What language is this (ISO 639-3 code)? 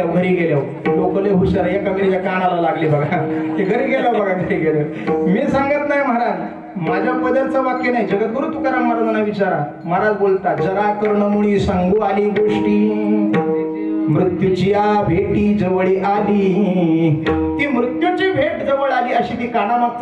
mar